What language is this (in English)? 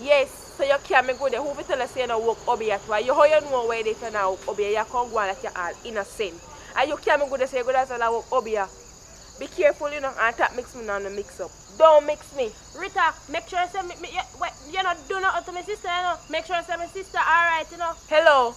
Jamaican Creole English